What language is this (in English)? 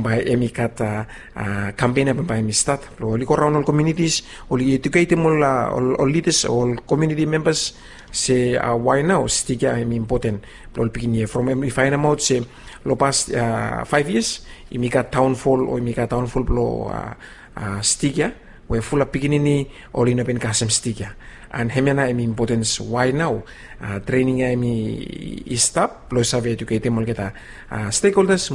Bislama